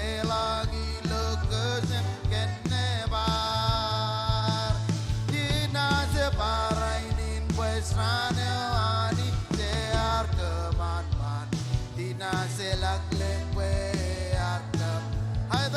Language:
Marshallese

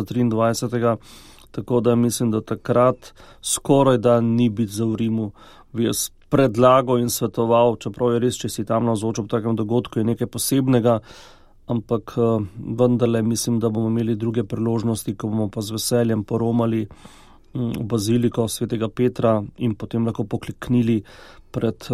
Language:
Slovenian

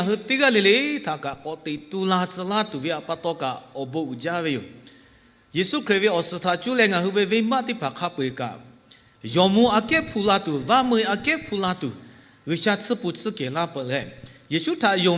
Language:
Lahu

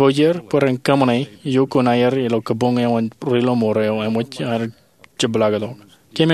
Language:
Marshallese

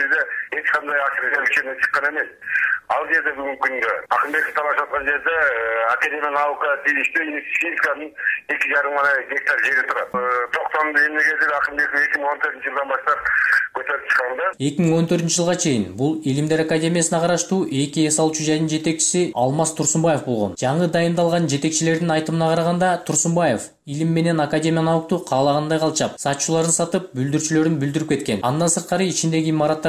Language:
Kyrgyz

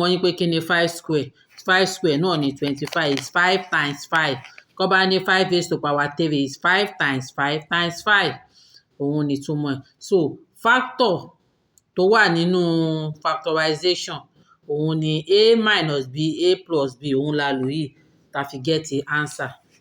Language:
Yoruba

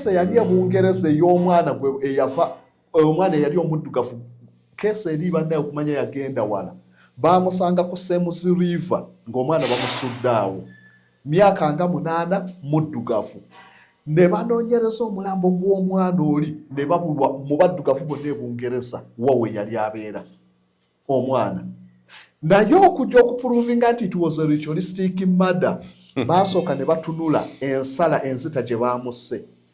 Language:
Ganda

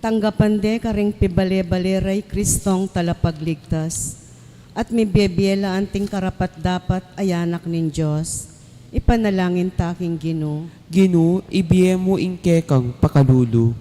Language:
Pampanga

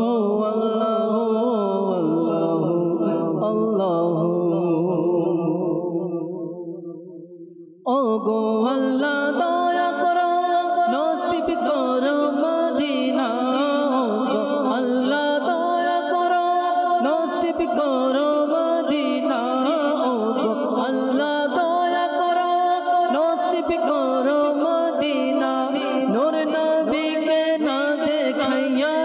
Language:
Bangla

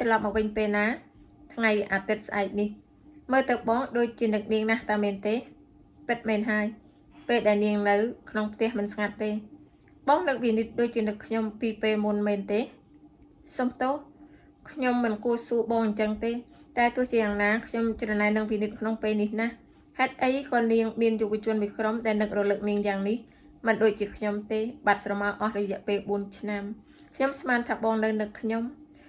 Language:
Khmer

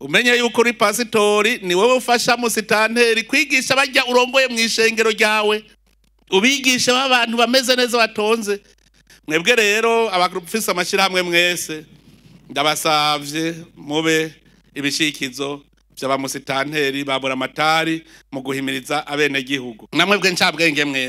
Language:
Rundi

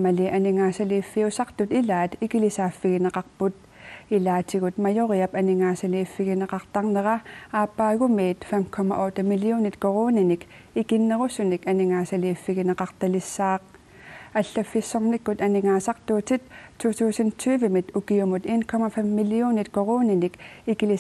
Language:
Kalaallisut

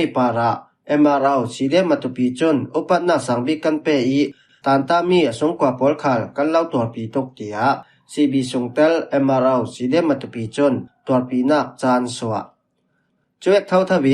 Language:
Falam Chin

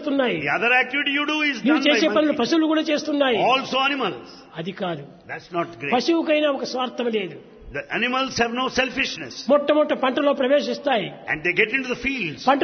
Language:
Telugu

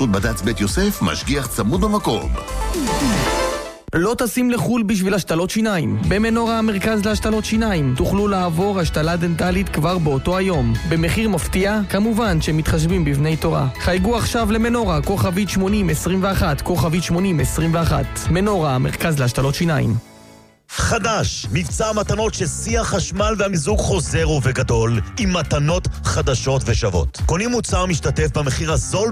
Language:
Hebrew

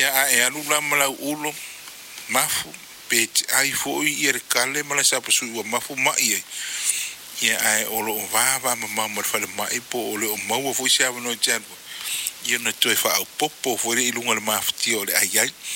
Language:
Samoan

